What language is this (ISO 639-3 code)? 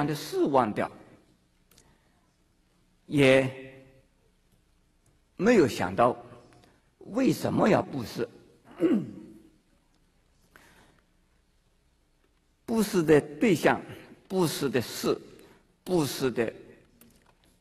zho